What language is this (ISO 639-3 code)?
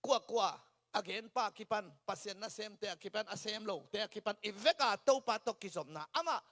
ctd